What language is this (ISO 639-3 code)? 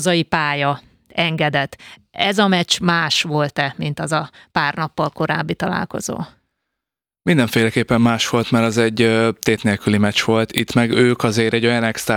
hun